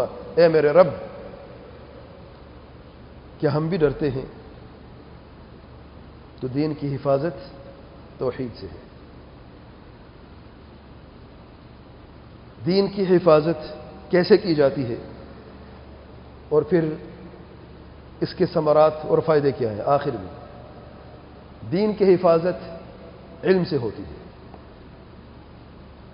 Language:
Urdu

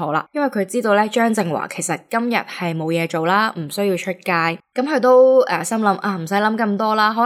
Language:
Cantonese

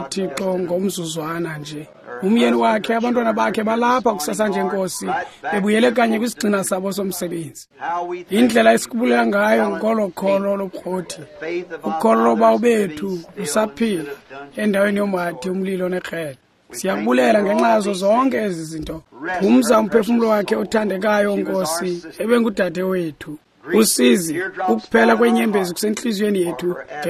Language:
Xhosa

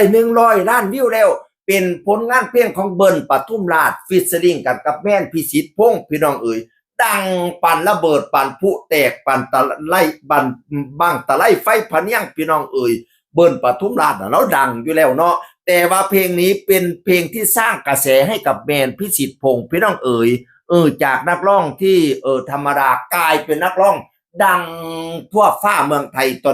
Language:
Northeastern Thai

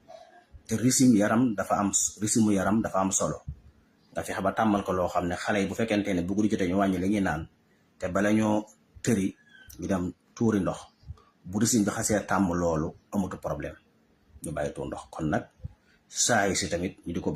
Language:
Wolof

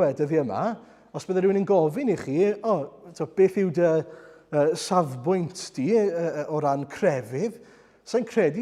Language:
Welsh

